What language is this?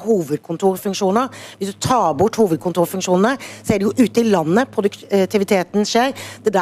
Norwegian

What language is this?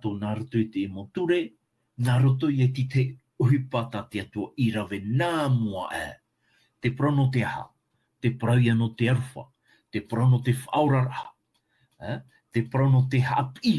Tahitian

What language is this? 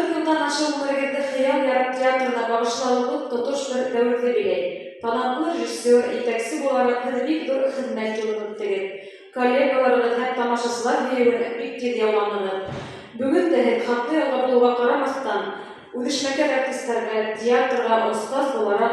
Bashkir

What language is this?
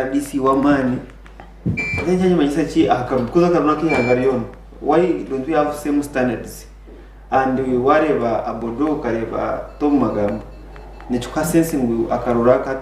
Nyankole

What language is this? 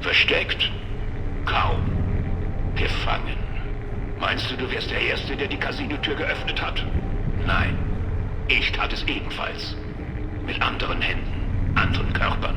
Bavarian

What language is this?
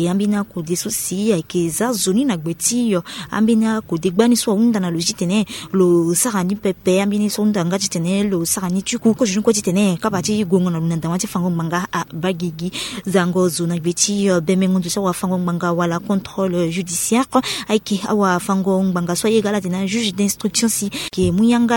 Sango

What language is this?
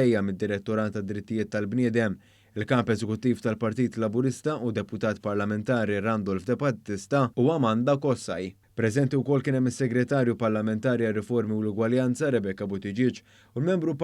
Maltese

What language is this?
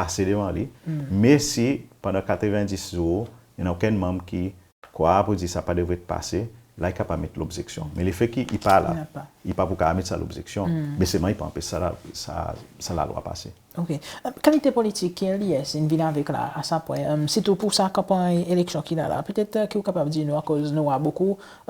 Seselwa Creole French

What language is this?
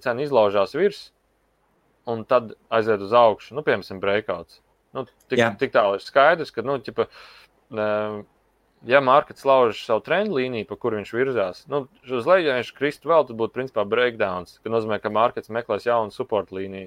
Latvian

